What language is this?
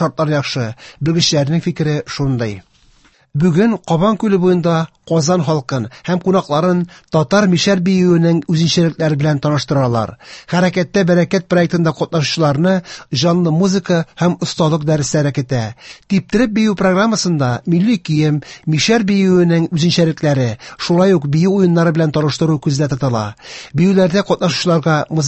Tatar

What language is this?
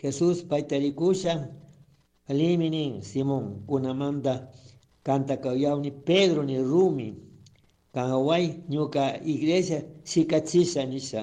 Chimborazo Highland Quichua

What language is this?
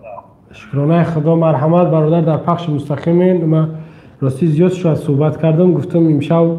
Tajik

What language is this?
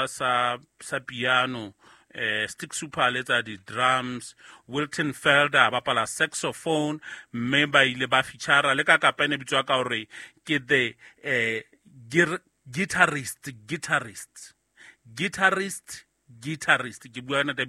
Southern Sotho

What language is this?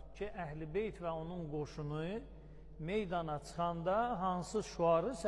Azerbaijani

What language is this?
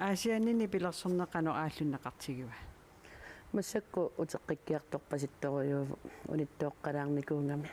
Kalaallisut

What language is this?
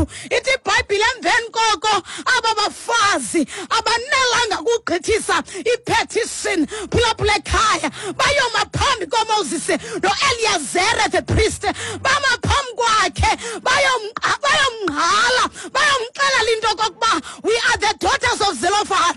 Xhosa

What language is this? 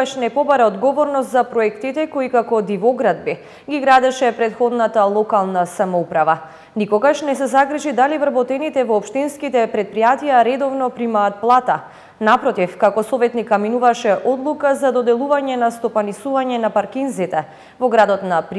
Macedonian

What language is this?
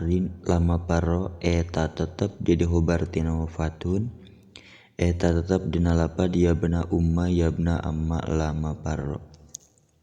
Sundanese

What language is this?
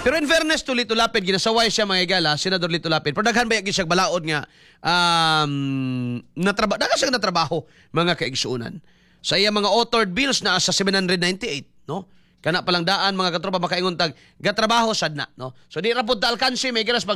Cebuano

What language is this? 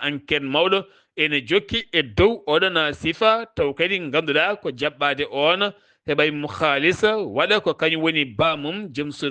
Fula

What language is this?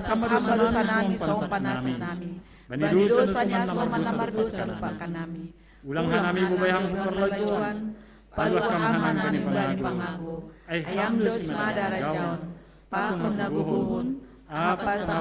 Batak Simalungun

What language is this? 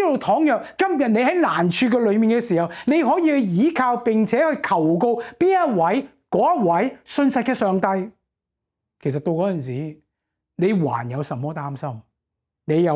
Cantonese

